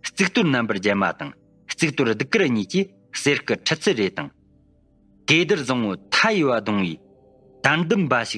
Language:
Tibetan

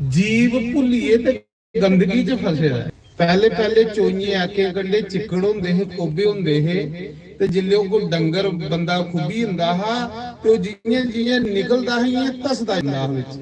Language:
Dogri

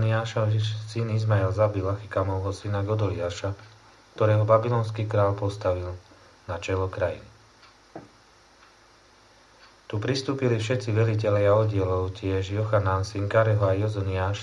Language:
Slovak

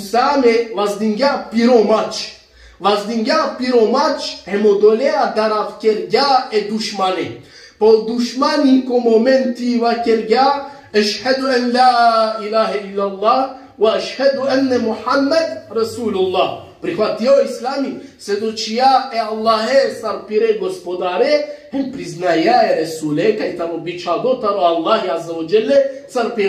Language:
Balkan Romani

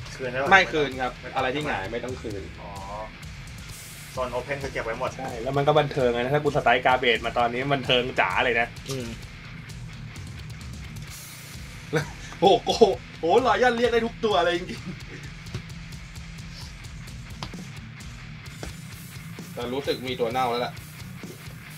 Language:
Thai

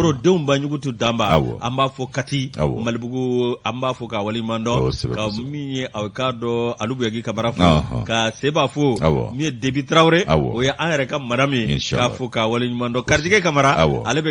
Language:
Bambara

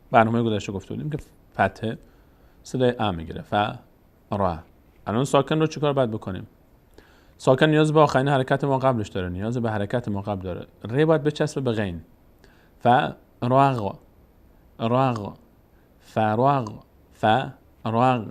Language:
Persian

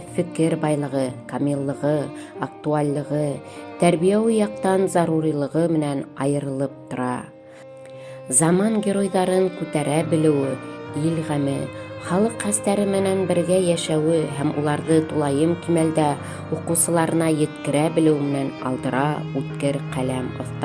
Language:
Bashkir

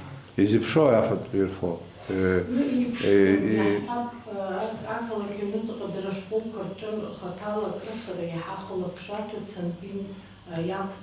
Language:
Abkhazian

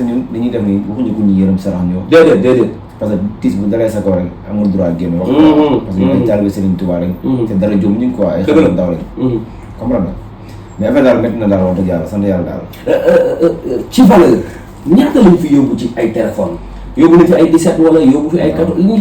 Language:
Wolof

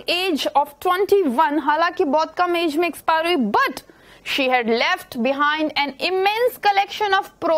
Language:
Hindi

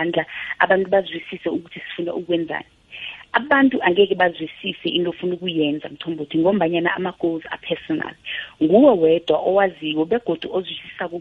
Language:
South Ndebele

